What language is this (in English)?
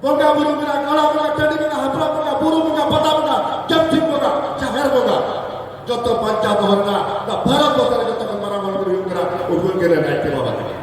Santali